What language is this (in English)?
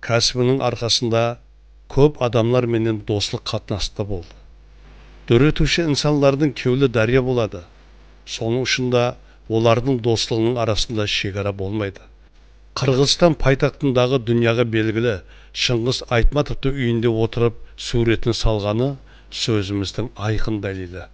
Kara-Kalpak